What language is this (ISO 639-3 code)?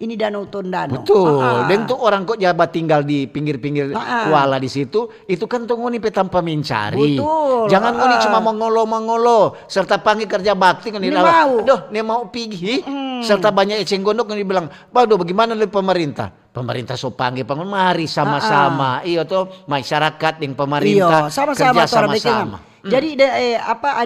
xmm